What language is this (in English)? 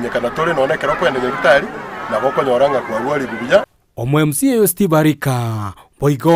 Gusii